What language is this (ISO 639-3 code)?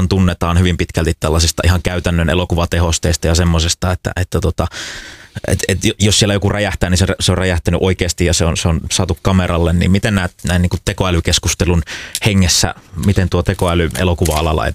fin